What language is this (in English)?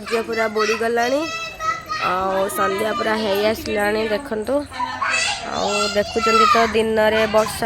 Odia